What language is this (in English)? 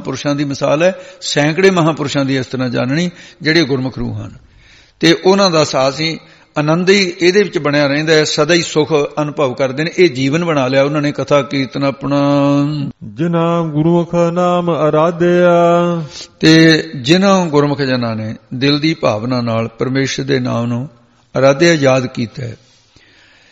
Punjabi